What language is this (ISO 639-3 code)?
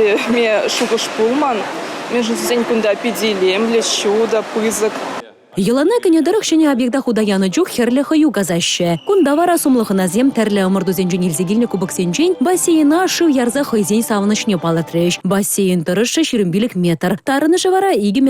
chv